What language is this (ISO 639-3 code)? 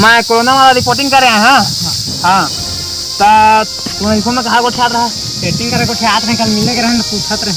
hne